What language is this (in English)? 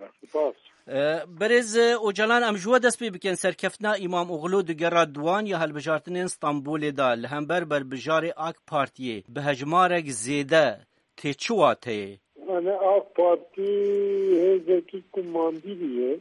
Kurdish